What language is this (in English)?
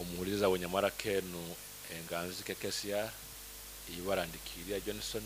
Nyoro